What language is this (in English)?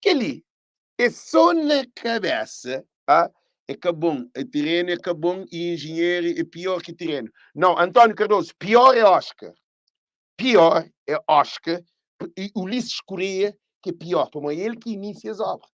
Kabuverdianu